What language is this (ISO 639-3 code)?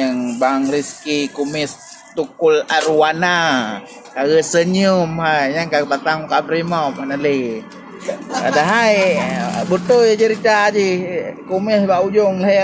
ace